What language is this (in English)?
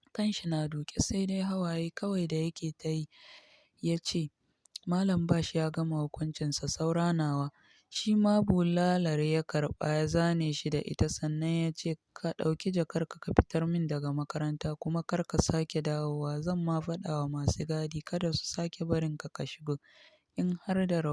Hausa